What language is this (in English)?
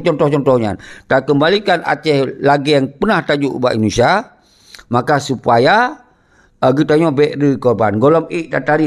Achinese